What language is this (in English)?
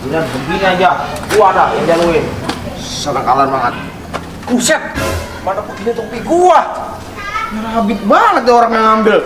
Betawi